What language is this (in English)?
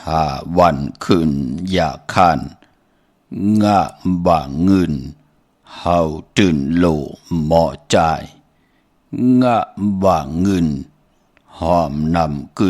Shan